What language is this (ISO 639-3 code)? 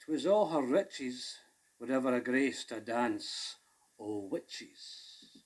sco